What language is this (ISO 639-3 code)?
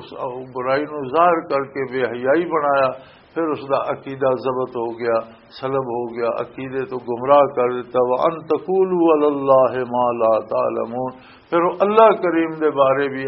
lah